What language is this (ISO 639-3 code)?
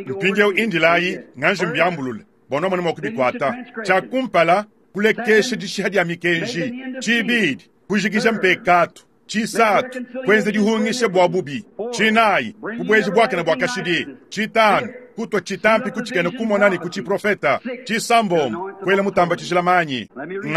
lua